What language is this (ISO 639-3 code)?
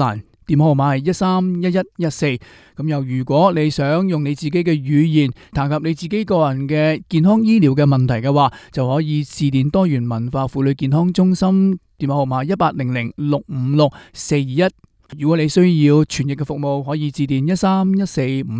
yue